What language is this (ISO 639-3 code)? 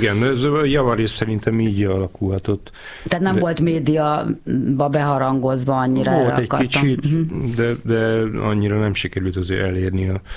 hun